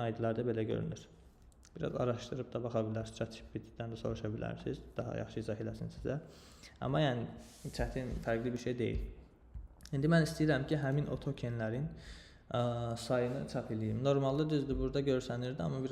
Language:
Azerbaijani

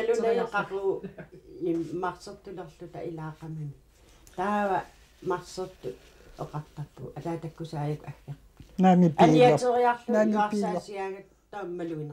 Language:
Kalaallisut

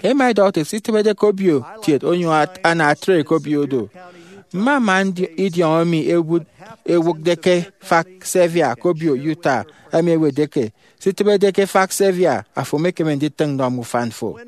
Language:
Efik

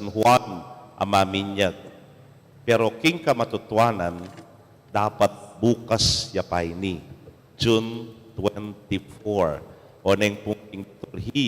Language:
Pampanga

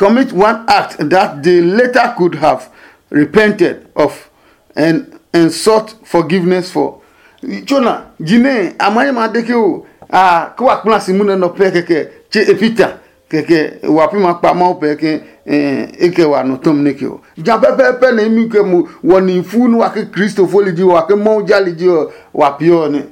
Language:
Adangme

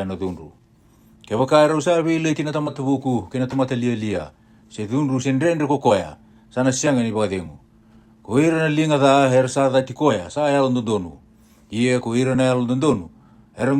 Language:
Fijian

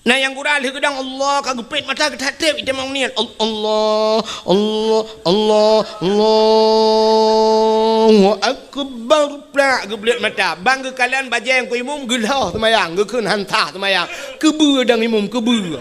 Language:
Achinese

